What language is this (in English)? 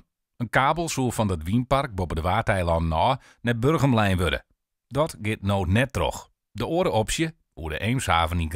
Western Frisian